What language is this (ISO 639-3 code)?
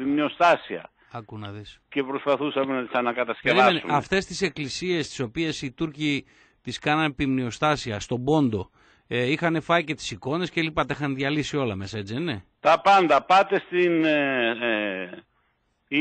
ell